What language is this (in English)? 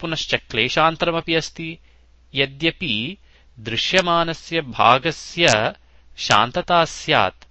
Sanskrit